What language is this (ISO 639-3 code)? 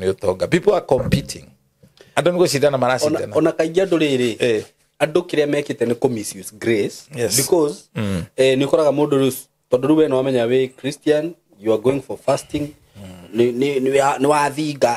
kik